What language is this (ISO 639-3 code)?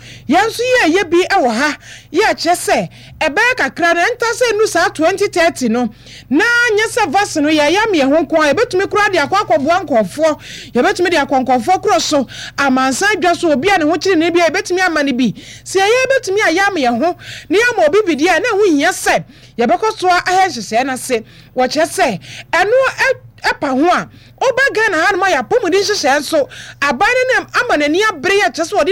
aka